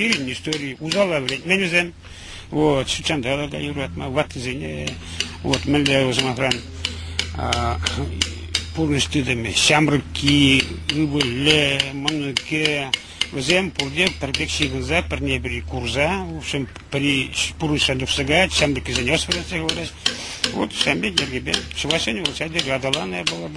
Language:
Chuvash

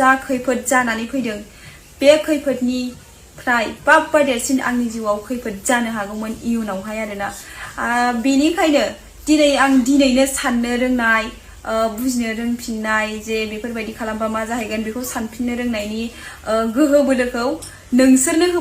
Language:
Bodo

